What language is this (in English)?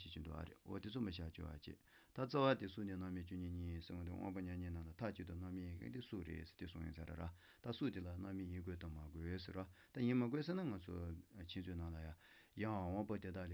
Tibetan